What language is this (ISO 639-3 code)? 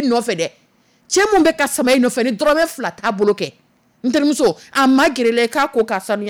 dyu